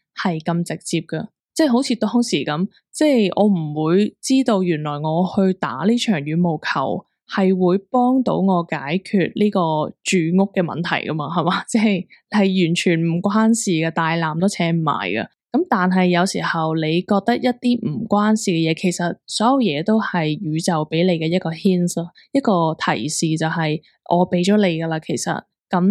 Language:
Cantonese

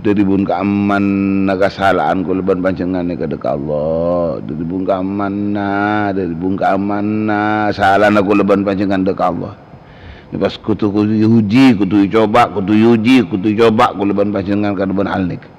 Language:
Madurese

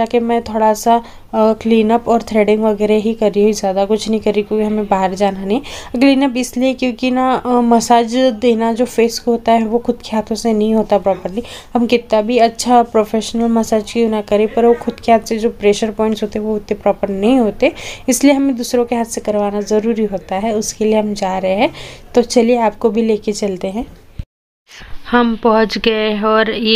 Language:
Hindi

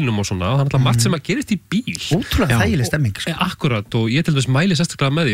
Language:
Icelandic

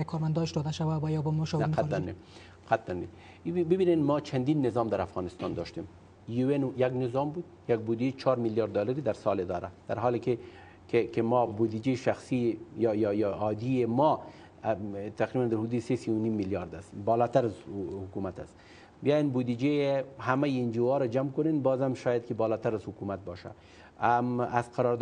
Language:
Persian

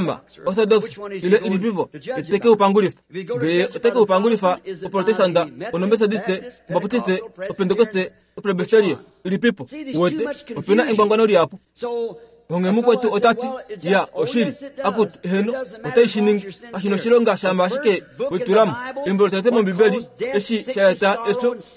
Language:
Kuanyama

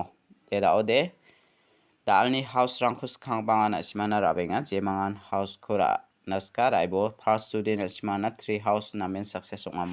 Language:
Garo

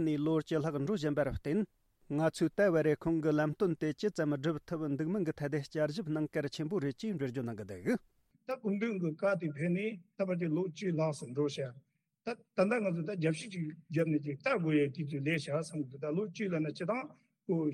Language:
Tibetan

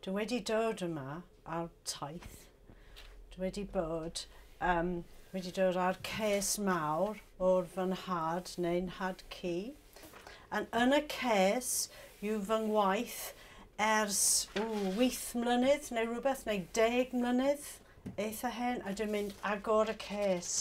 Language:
Welsh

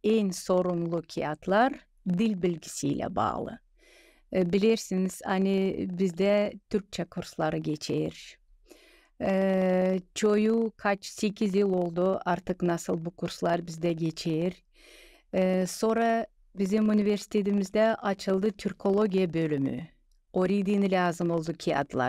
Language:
Gagauz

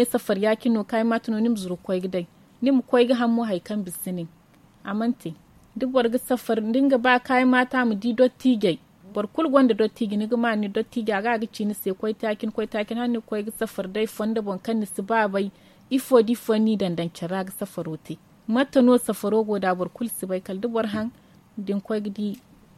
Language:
Zarma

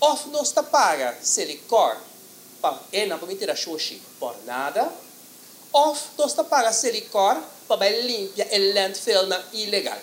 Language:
Papiamento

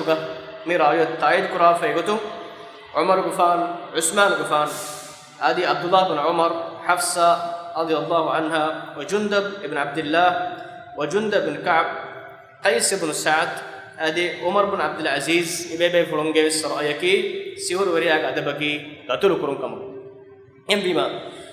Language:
Divehi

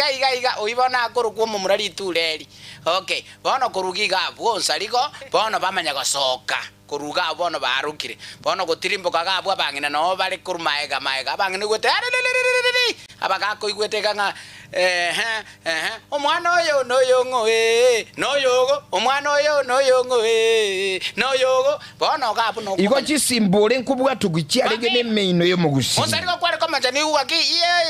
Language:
Gusii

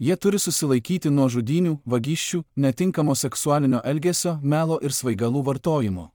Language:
Lithuanian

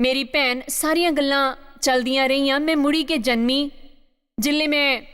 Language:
Dogri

